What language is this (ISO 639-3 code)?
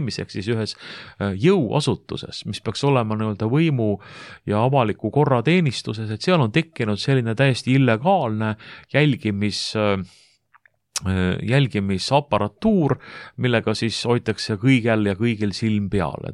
est